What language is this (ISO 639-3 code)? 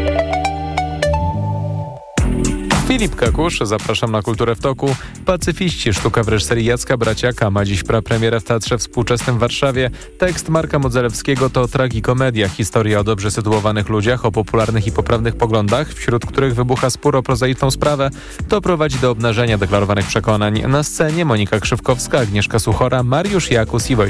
pol